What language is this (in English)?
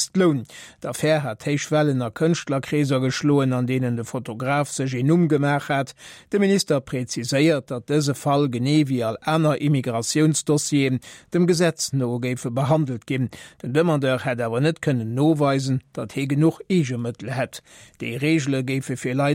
Luxembourgish